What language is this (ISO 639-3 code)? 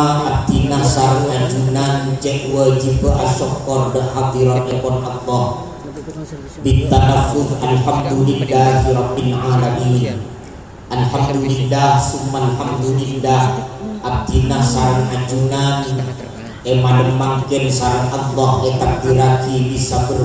mad